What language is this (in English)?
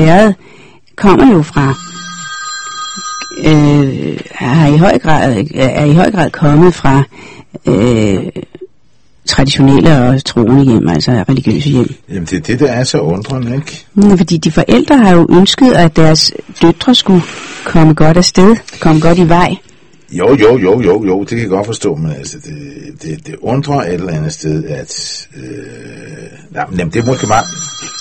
Danish